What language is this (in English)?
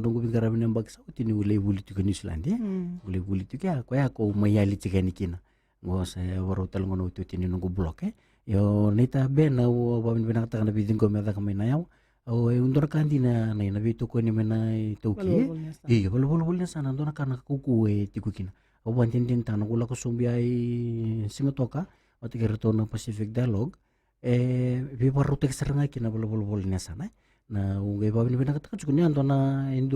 Fijian